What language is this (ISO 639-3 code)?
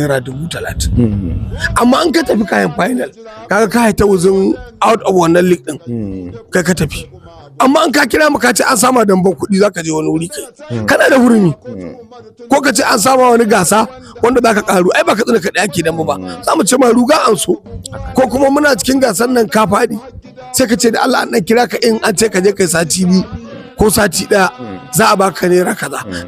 hau